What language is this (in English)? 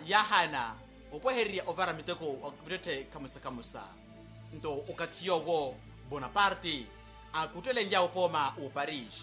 Makhuwa